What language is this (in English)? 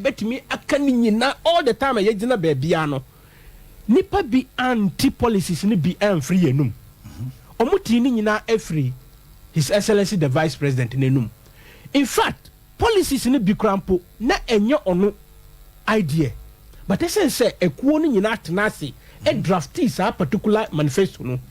Akan